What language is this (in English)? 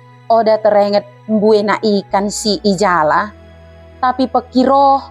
Batak Dairi